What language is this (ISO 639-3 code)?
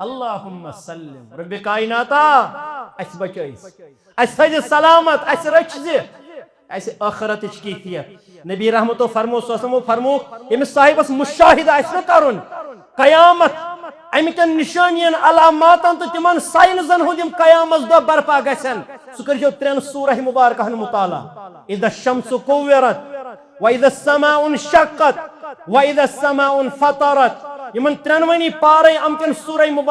kas